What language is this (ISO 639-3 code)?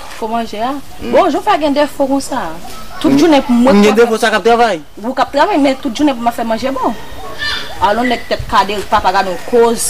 hat